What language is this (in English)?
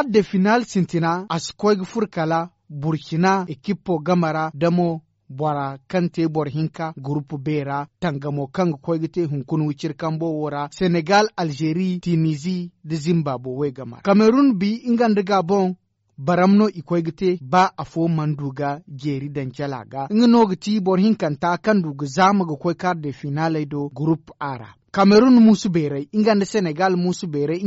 Zarma